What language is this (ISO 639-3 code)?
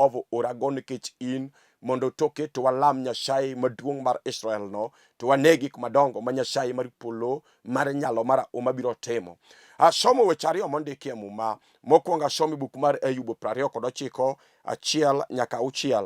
luo